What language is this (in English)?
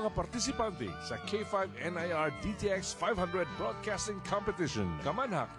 Cebuano